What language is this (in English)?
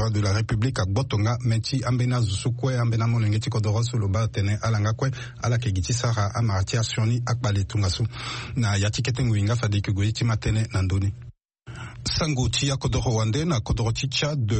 Sango